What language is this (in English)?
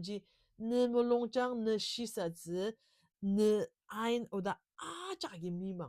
Ao Naga